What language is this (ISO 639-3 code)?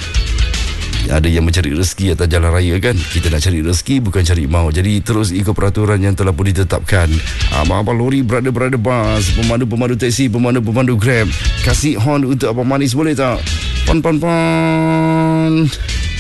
msa